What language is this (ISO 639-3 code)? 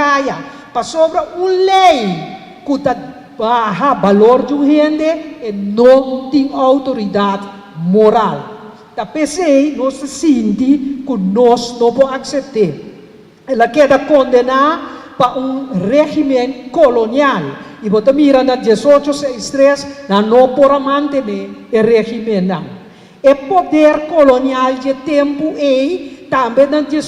pap